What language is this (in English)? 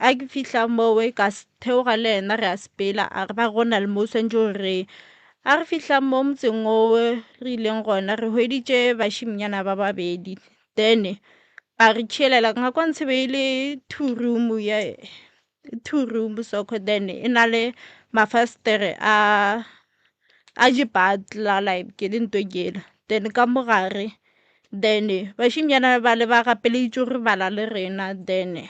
Northern Sotho